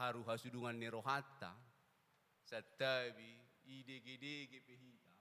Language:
Batak Toba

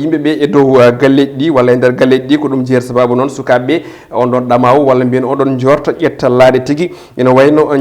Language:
Fula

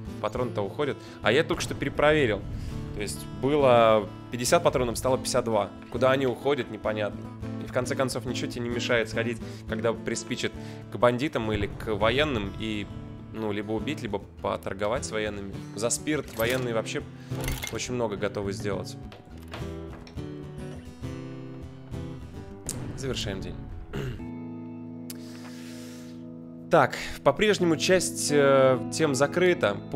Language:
Russian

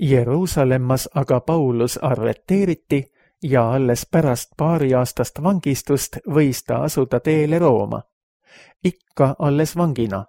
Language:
Estonian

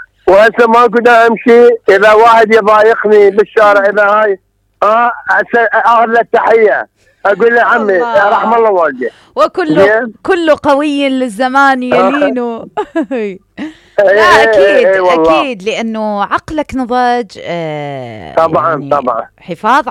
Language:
Mesopotamian Arabic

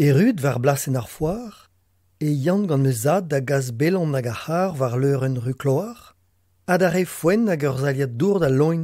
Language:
Breton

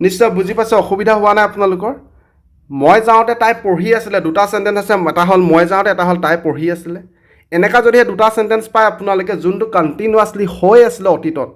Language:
Assamese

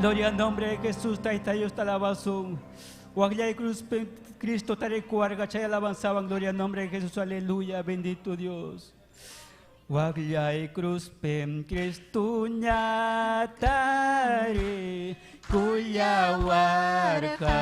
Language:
Ayacucho Quechua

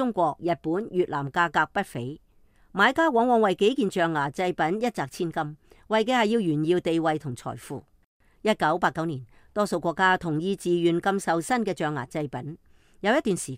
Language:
Cantonese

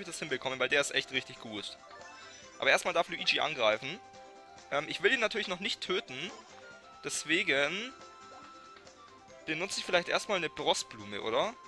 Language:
German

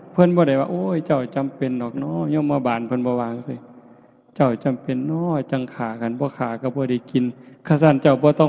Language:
Northeastern Thai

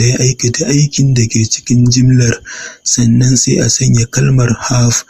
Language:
Hausa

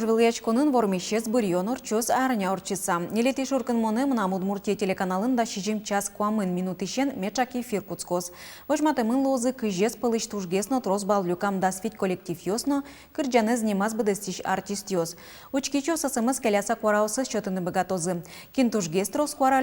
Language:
Udmurt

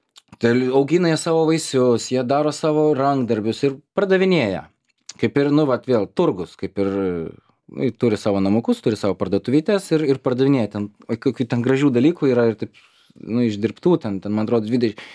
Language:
Lithuanian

